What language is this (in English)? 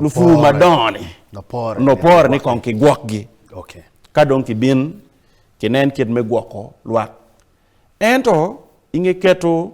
Acoli